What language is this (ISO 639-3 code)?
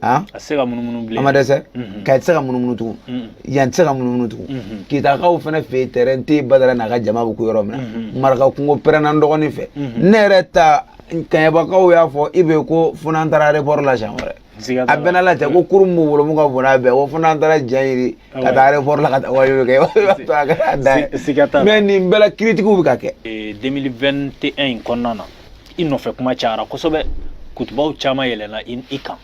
bam